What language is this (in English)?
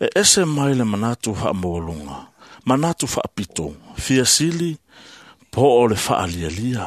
Samoan